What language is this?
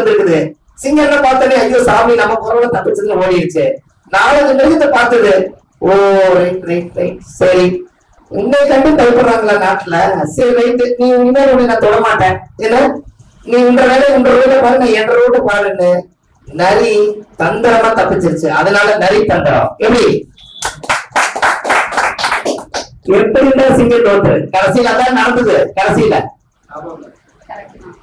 Tamil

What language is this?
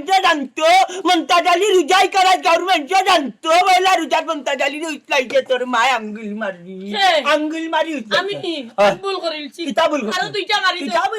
Sylheti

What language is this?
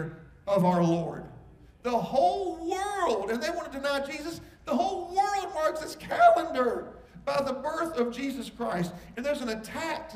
English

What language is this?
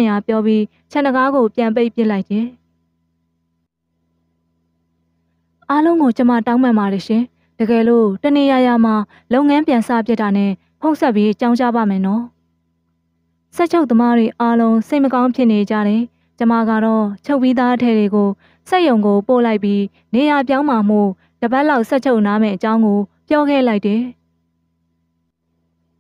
Burmese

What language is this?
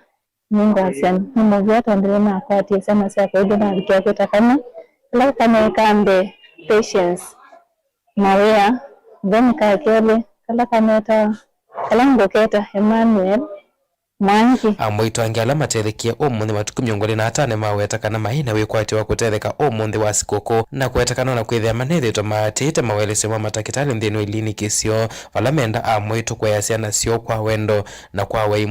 Kamba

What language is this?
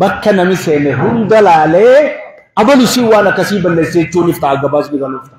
Oromo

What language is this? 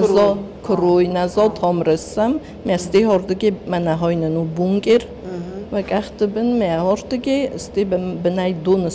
Ossetic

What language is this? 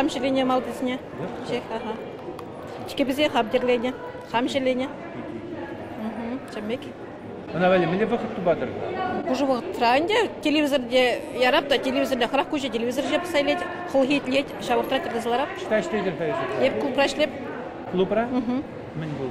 Chuvash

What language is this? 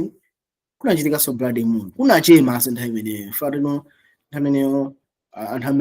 Nyanja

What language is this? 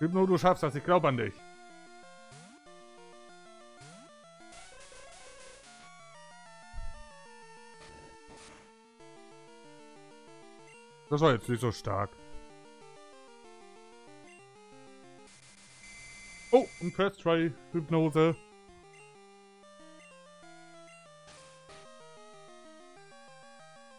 German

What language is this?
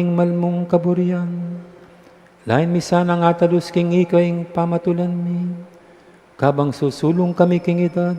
Pampanga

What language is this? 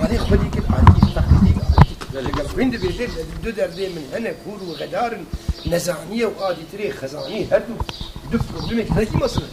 Kurdish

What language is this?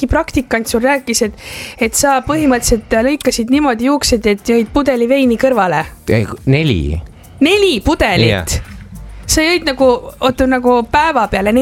Estonian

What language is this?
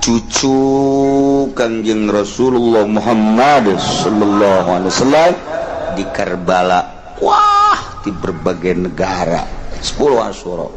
Sundanese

